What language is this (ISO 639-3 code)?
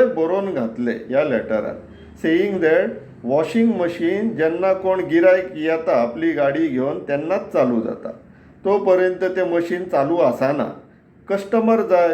kok